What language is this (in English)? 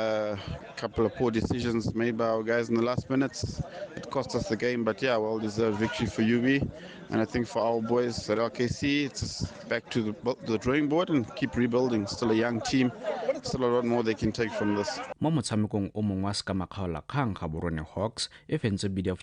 Tswana